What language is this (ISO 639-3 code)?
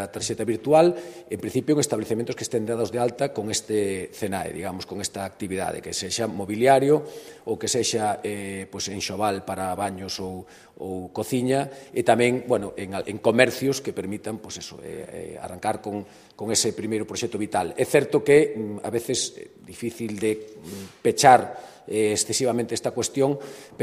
glg